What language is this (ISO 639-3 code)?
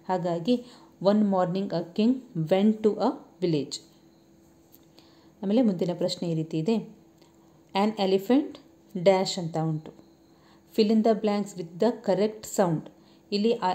kan